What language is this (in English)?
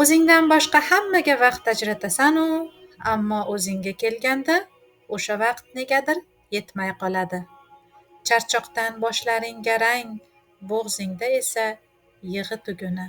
Uzbek